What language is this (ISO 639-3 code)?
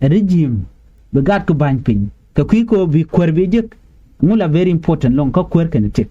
nus